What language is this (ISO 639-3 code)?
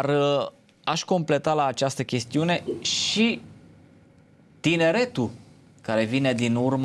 ron